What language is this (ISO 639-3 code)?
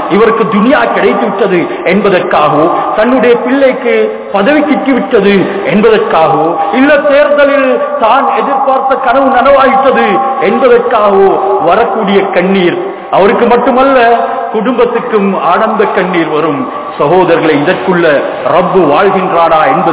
tam